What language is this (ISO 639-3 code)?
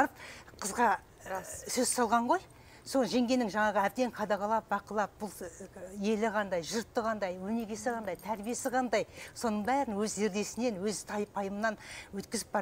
kaz